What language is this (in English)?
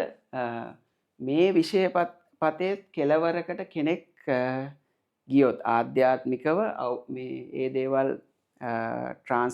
Sinhala